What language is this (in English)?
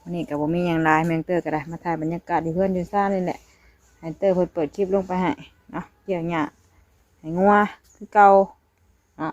Northeastern Thai